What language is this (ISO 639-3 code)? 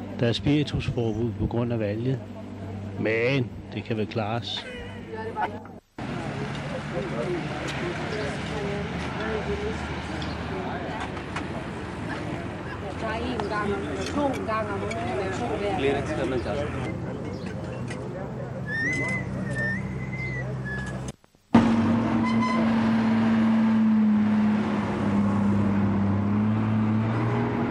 dan